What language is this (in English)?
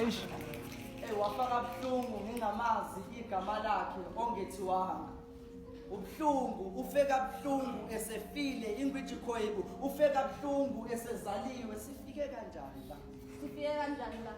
Zulu